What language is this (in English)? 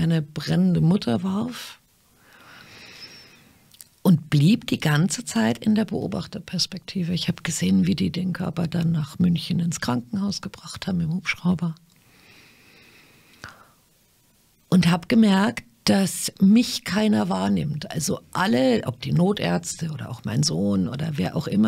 German